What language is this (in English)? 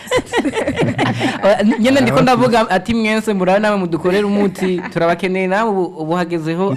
Rundi